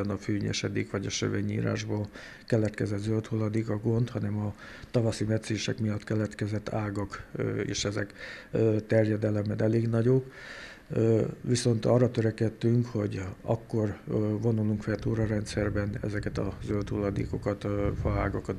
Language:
Hungarian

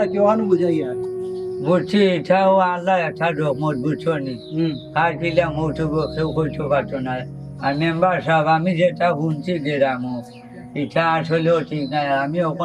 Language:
Sylheti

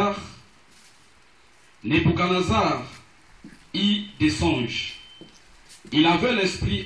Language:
French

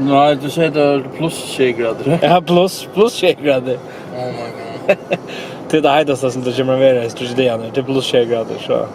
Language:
Faroese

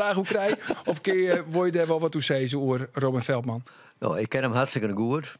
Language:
Western Frisian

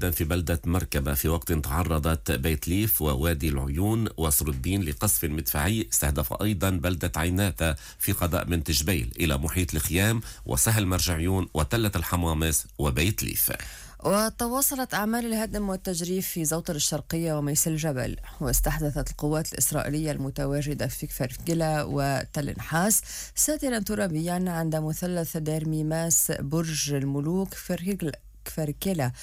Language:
Arabic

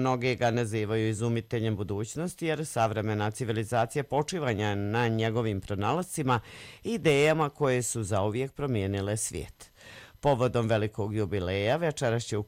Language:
Bosnian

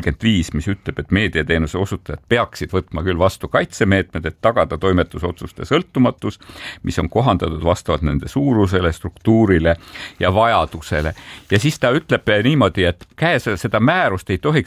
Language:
Estonian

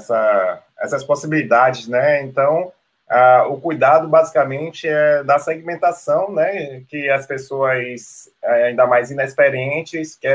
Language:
Portuguese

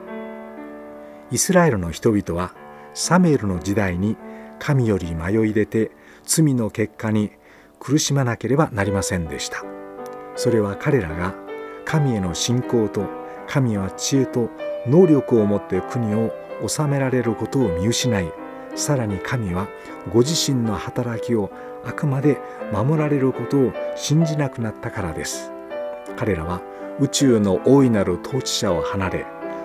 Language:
Japanese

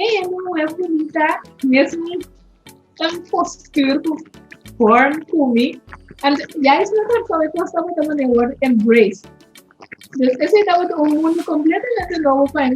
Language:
Papiamento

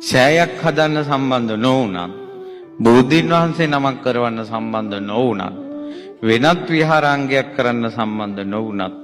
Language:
Sinhala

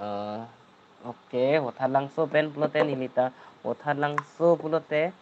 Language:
Karbi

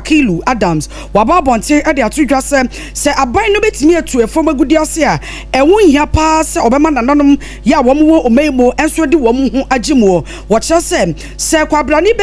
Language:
Akan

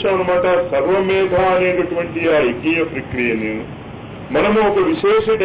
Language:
Telugu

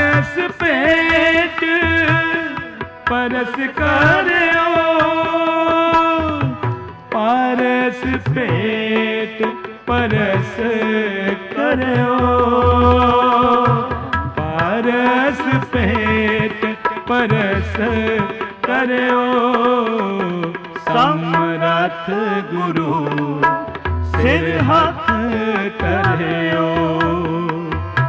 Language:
Punjabi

